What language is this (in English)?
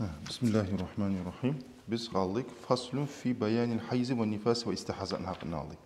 Kumyk